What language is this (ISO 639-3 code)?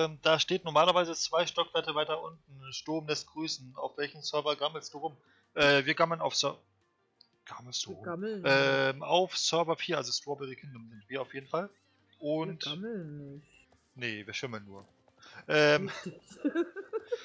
deu